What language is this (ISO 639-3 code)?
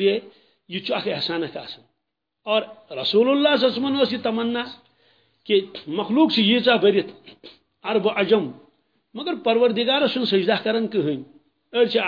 kas